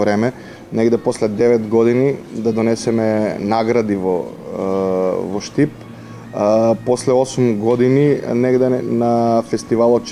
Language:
Macedonian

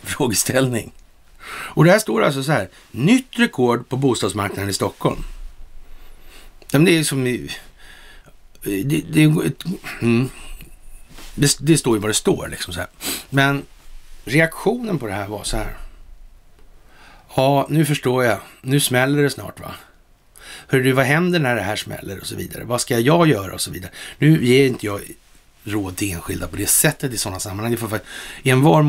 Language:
Swedish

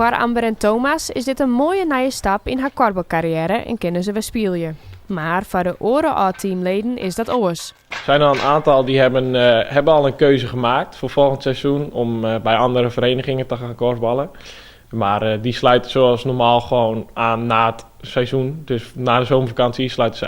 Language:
Western Frisian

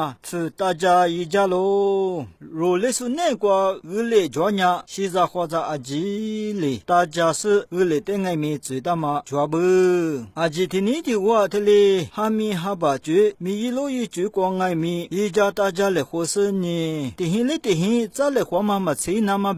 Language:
Lisu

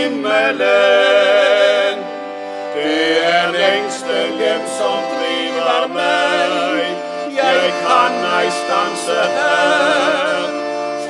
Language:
Norwegian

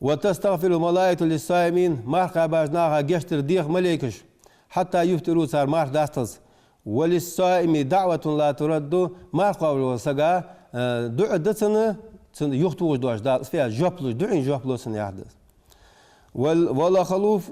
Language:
Ingush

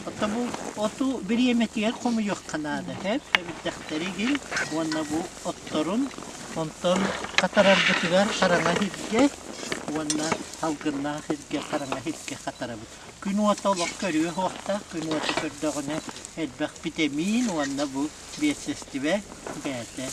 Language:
Yakut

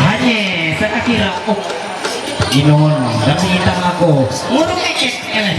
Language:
Ma'anyan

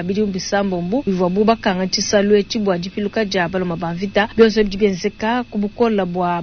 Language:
Luba-Lulua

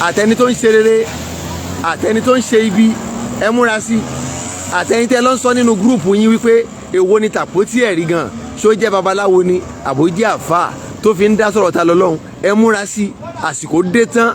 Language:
Yoruba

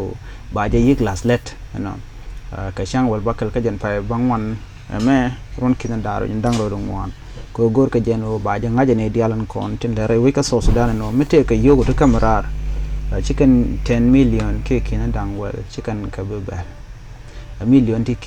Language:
Nuer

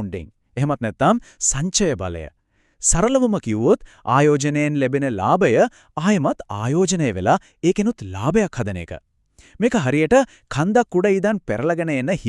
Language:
Sinhala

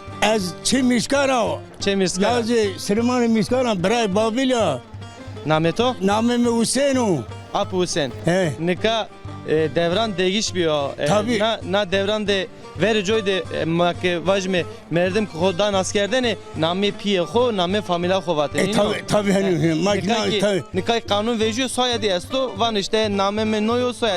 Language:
Zaza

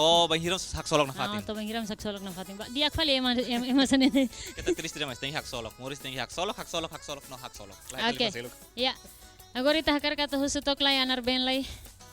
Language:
Tetum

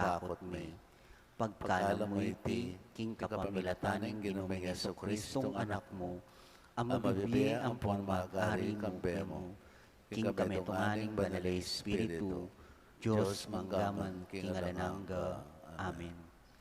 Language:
Pampanga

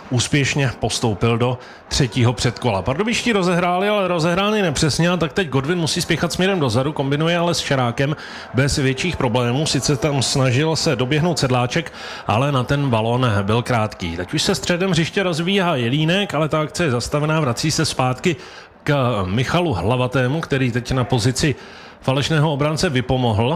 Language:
Czech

